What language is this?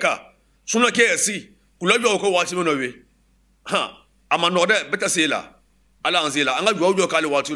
Bambara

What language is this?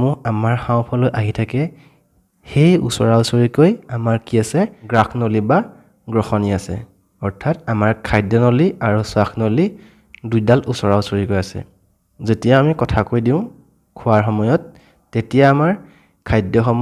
Assamese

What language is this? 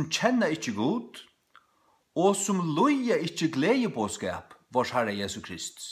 Faroese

